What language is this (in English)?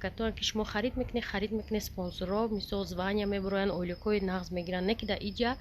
Tajik